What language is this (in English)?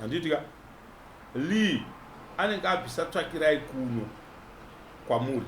Shona